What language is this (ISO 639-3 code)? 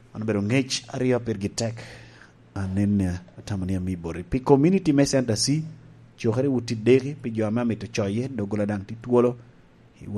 laj